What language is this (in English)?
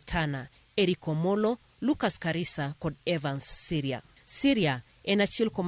Luo (Kenya and Tanzania)